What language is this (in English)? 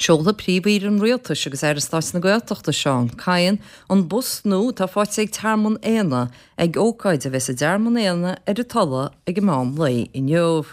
Irish